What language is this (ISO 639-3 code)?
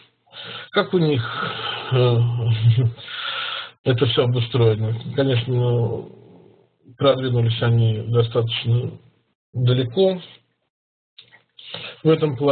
rus